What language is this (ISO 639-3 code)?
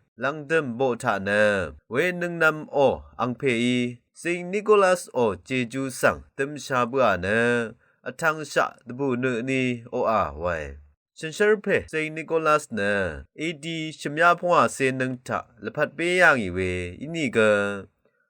raw